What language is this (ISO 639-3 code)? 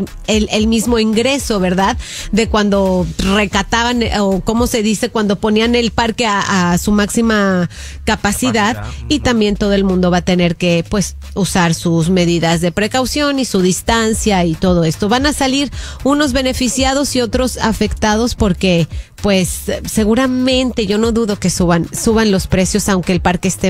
spa